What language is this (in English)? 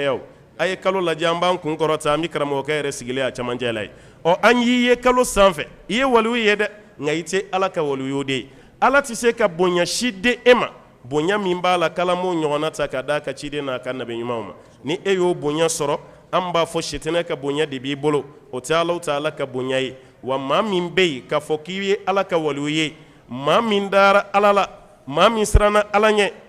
Bambara